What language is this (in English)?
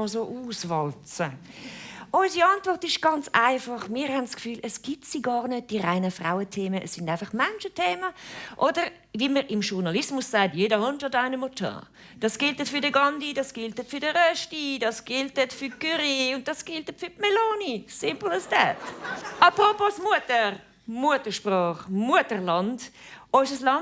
Swiss German